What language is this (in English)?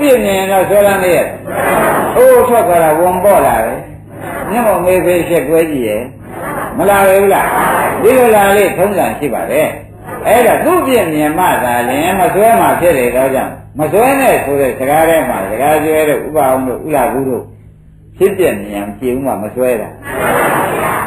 Burmese